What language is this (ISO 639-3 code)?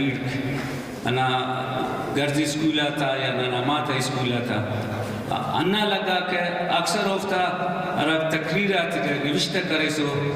brh